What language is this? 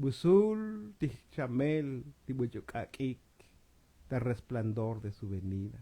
Tzotzil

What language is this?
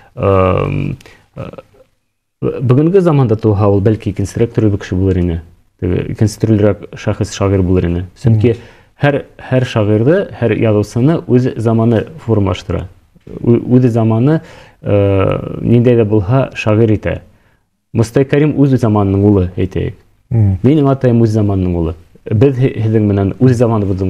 Bashkir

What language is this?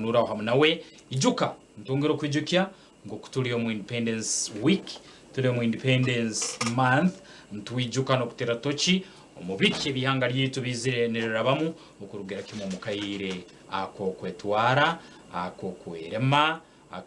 Nyankole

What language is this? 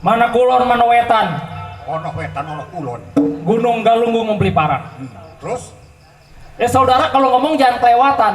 Betawi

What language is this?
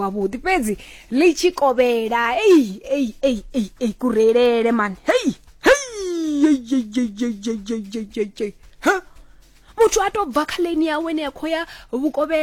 Venda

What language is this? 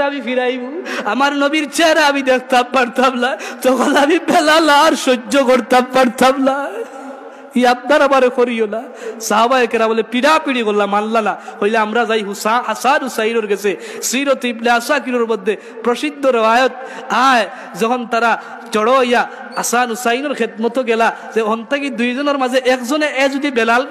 Sylheti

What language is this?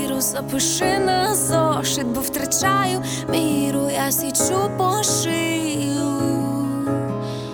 Ukrainian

